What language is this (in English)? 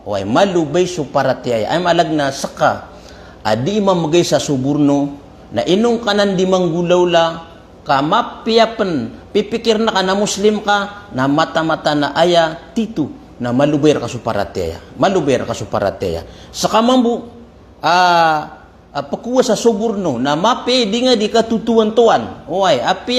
Maranao